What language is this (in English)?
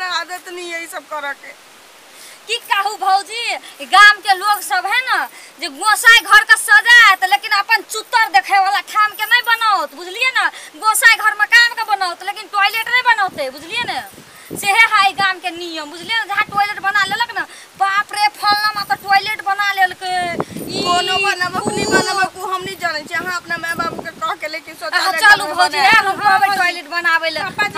Maithili